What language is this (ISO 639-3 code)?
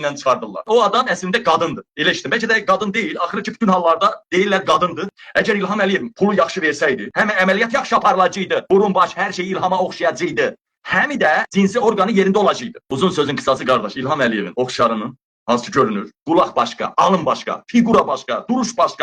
aze